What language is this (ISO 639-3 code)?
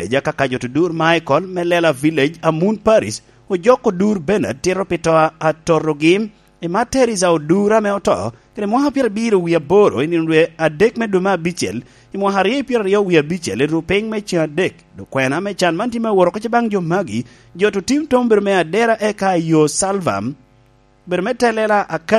laj